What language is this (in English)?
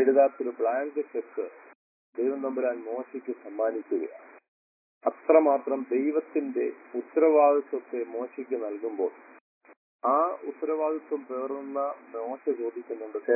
Malayalam